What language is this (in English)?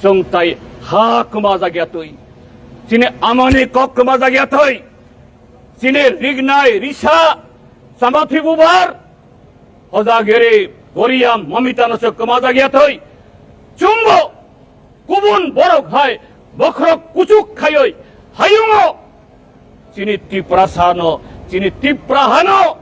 Kok Borok